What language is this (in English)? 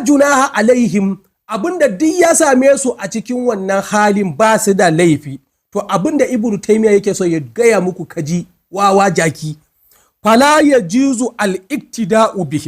Hausa